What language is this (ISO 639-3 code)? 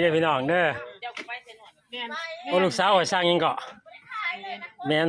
lao